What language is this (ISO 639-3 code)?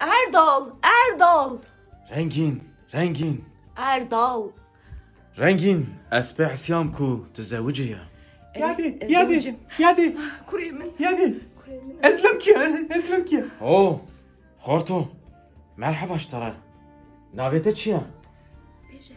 kur